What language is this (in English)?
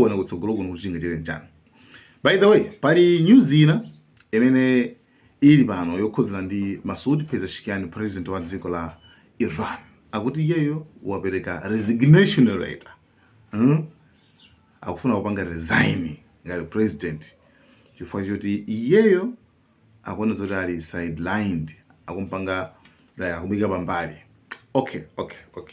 Nyanja